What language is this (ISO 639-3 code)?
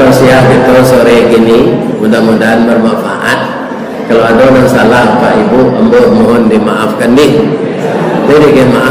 min